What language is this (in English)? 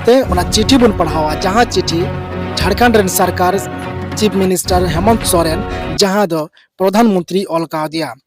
Santali